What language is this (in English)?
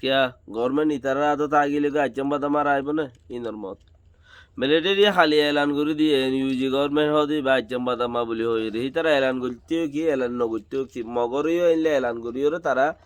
Rohingya